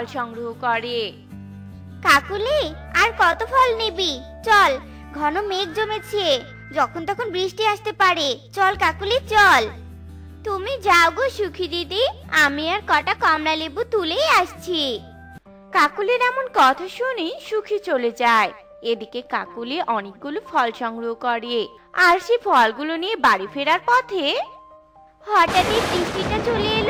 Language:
Bangla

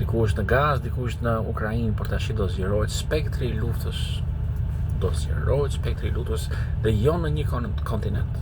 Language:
Albanian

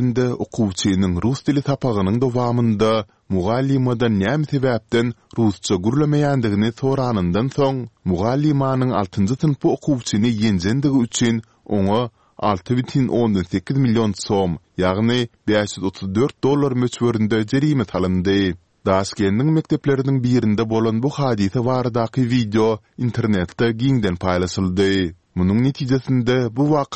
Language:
Turkmen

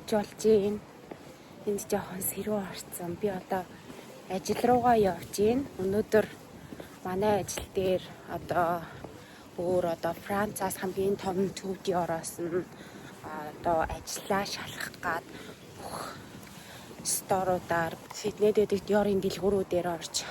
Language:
Mongolian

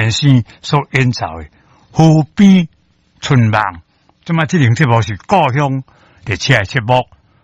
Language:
Min Nan Chinese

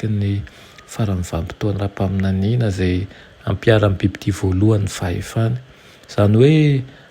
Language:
Malagasy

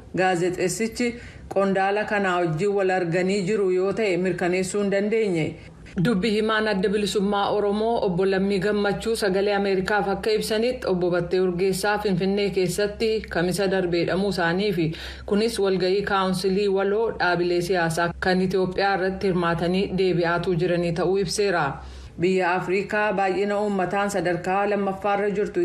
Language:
Oromo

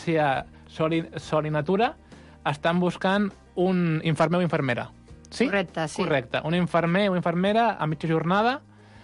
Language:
Catalan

